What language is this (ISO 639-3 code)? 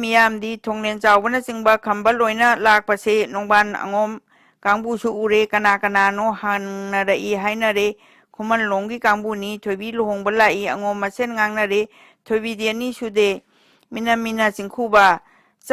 mni